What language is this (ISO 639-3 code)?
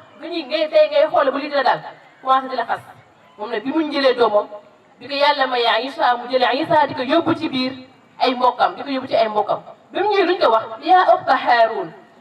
wol